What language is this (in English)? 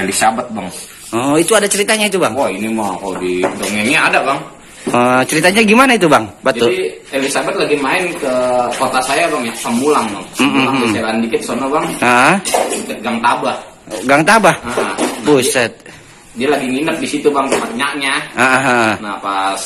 Betawi